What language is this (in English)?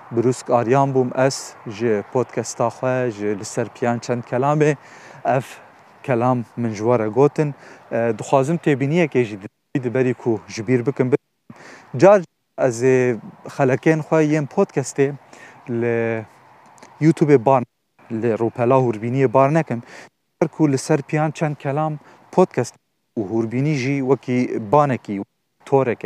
Kurdish